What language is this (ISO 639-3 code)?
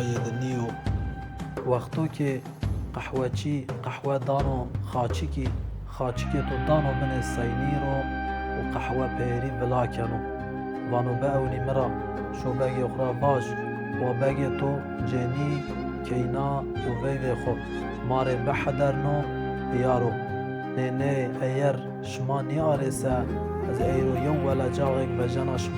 zza